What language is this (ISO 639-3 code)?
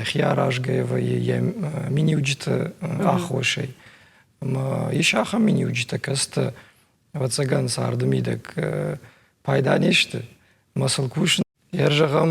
oss